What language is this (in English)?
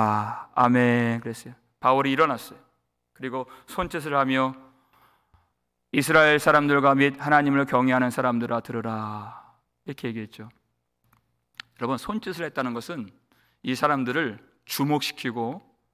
Korean